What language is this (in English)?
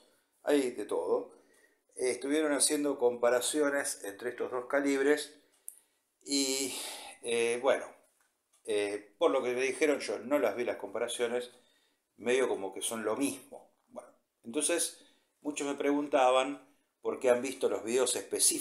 Spanish